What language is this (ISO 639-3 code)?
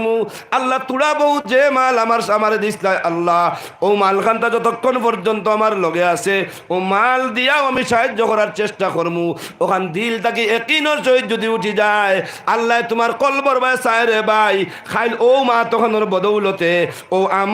syl